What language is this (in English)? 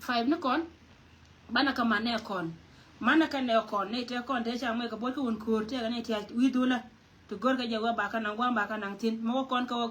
Nuer